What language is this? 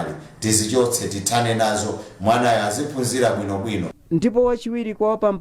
Nyanja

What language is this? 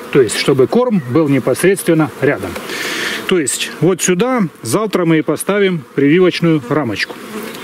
Russian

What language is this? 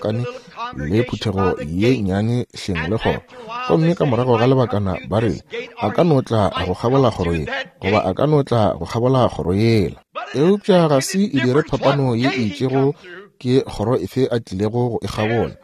Northern Sotho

